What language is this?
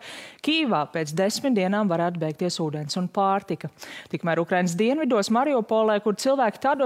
Latvian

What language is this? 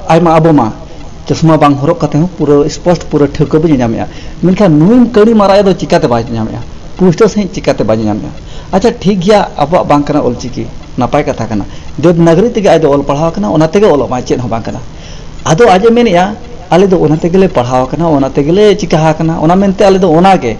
Santali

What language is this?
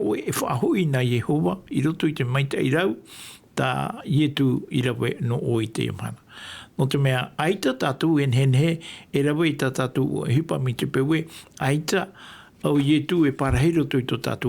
Tahitian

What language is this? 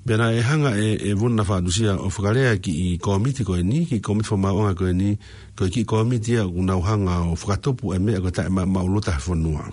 Tongan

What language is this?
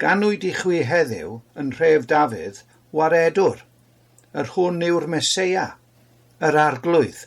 Welsh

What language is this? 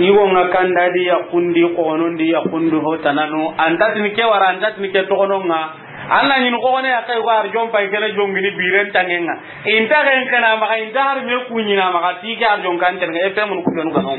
Soninke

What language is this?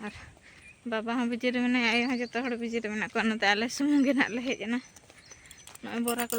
Santali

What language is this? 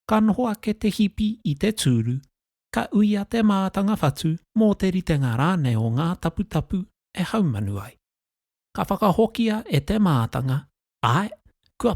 Māori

